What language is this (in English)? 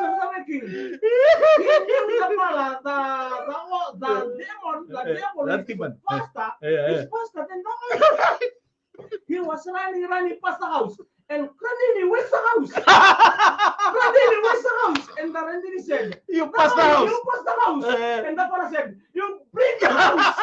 Fijian